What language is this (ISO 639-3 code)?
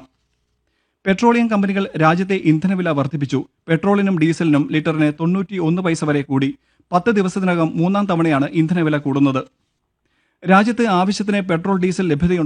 mal